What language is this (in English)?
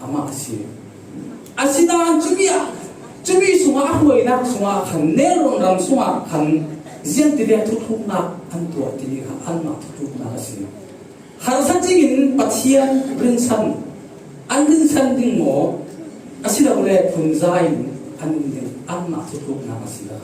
Falam Chin